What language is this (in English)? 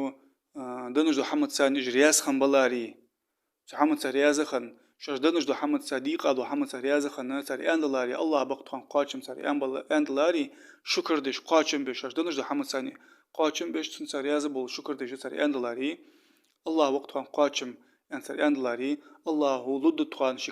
Ingush